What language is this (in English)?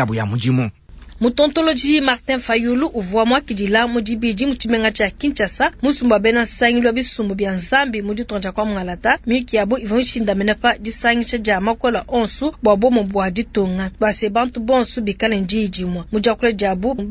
Luba-Lulua